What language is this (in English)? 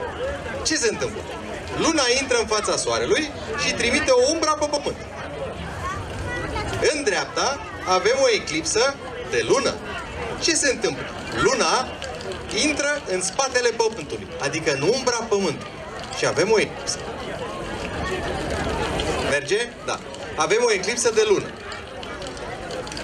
Romanian